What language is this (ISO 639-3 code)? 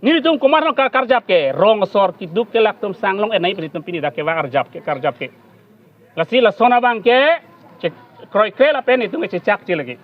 mjw